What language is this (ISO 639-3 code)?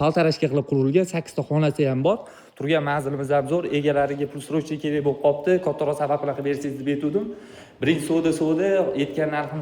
uzb